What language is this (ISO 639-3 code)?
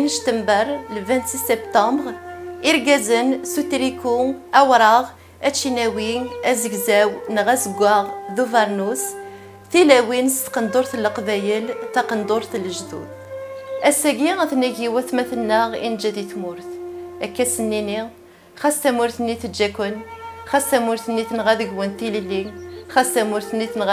kab